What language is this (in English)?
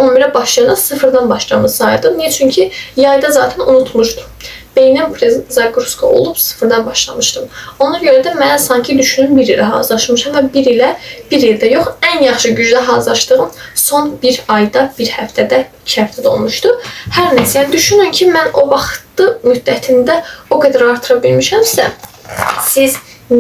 Azerbaijani